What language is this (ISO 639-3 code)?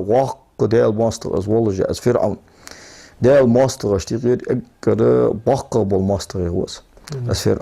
inh